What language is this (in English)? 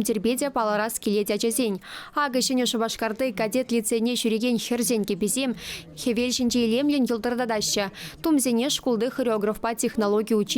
Chuvash